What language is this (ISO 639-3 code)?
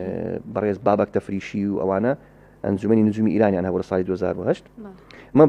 ckb